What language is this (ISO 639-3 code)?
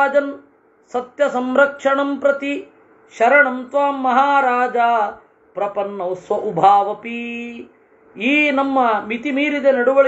kan